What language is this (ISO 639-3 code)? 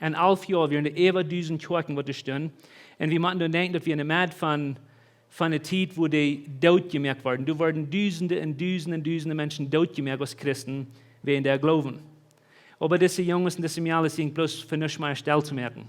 pdt